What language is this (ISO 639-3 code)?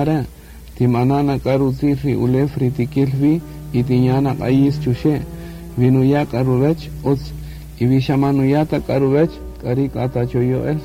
cak